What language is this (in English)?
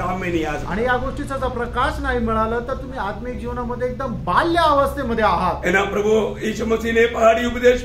Marathi